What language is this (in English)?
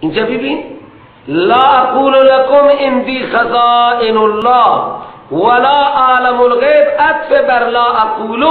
Persian